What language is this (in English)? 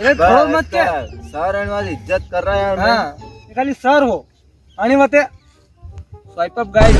Rajasthani